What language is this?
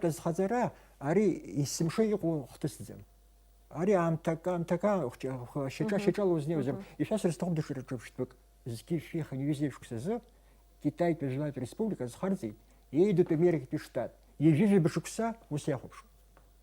Abkhazian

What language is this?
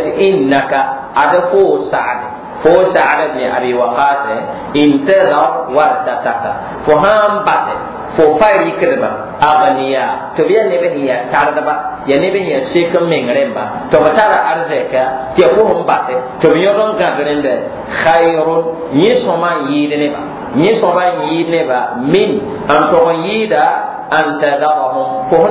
Mossi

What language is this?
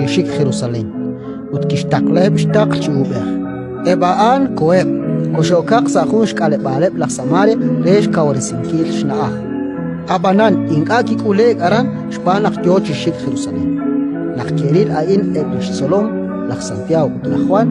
Kekchí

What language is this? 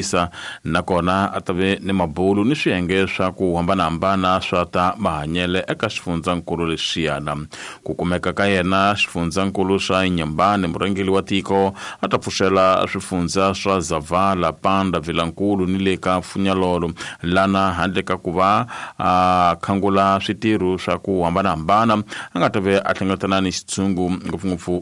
Tsonga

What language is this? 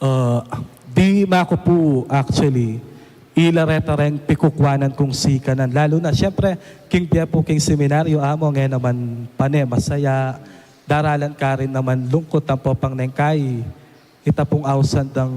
Pampanga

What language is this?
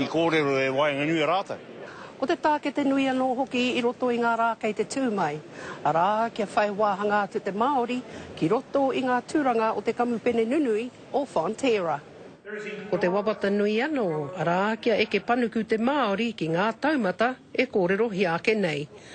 Māori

